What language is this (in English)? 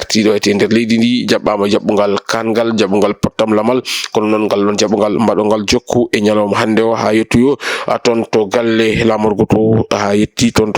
Fula